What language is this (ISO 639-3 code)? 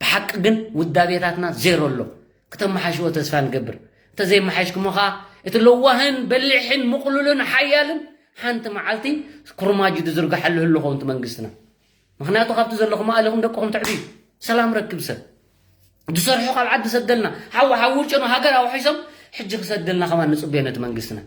tir